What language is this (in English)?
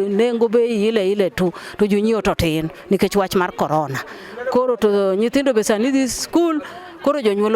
Luo (Kenya and Tanzania)